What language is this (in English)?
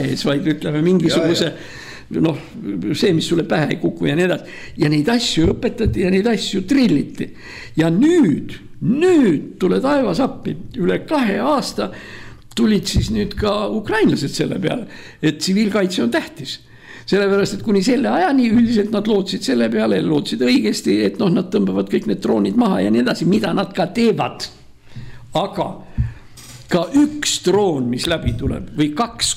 Estonian